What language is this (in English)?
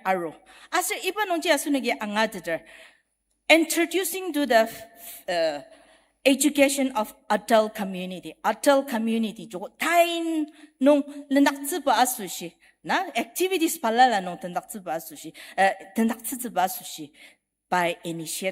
Ao Naga